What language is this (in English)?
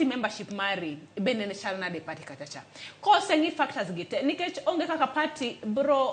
Luo (Kenya and Tanzania)